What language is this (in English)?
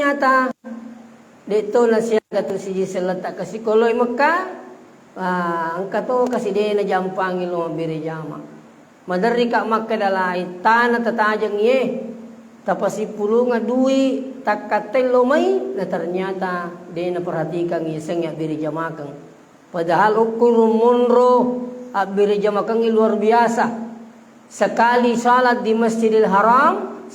Buginese